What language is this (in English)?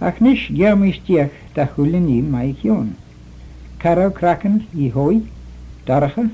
Manx